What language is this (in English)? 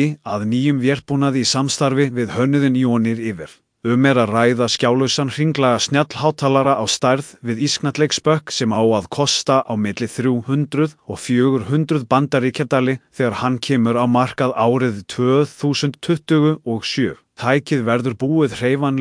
Icelandic